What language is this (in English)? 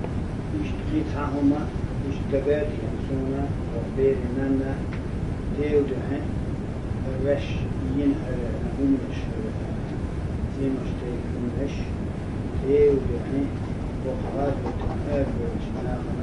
Chechen